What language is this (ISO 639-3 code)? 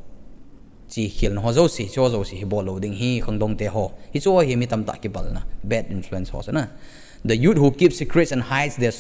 tcz